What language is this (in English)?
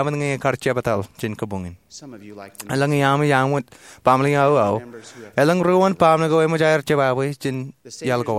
Marshallese